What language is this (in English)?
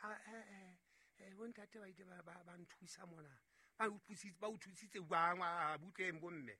Southern Sotho